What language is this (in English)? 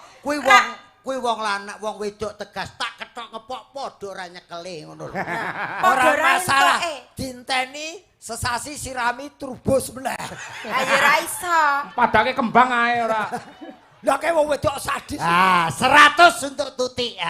Javanese